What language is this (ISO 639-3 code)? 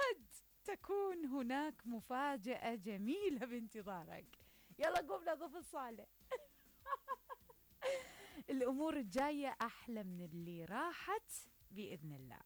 acm